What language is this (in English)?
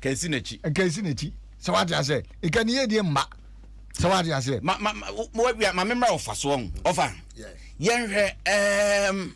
Akan